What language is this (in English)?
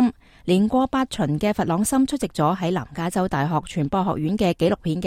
Cantonese